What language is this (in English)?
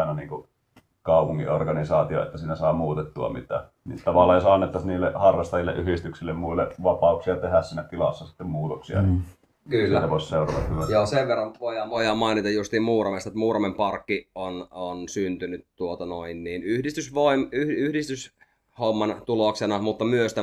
Finnish